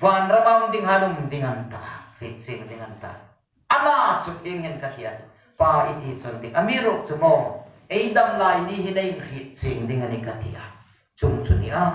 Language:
Hmar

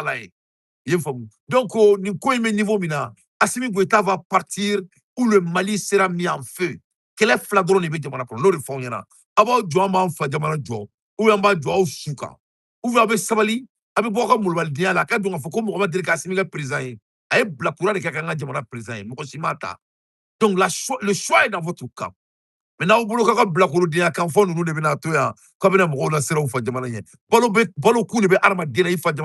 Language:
Bambara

